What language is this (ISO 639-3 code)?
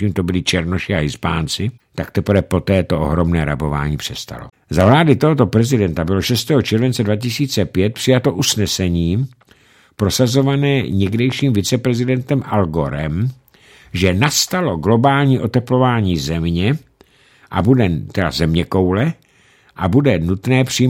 ces